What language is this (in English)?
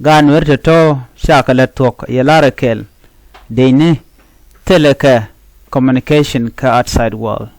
Nuer